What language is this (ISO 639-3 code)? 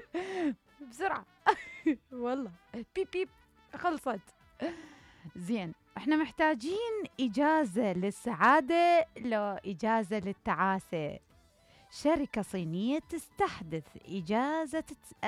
acm